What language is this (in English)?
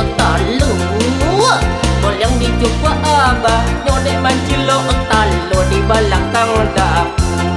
Minangkabau